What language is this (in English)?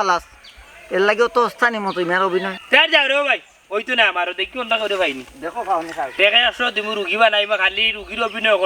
Sylheti